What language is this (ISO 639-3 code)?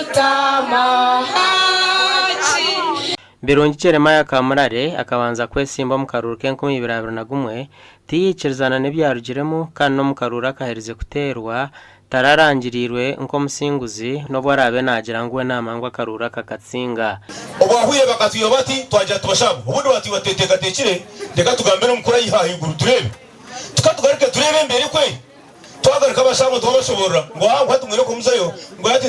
nyn